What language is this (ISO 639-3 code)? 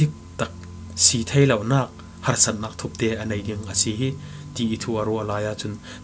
cfm